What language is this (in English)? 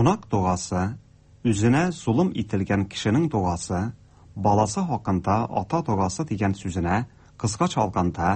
Tatar